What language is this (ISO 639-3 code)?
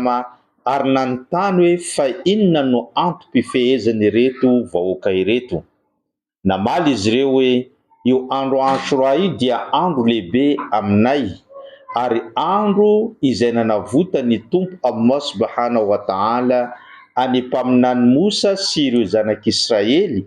mlg